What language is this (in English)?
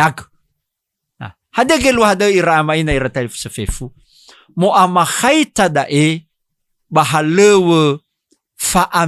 Nias